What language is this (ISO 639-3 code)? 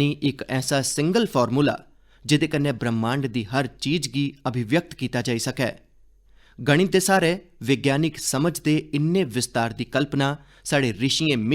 doi